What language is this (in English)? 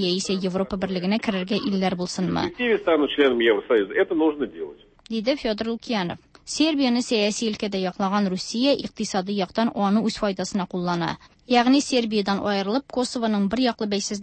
Tatar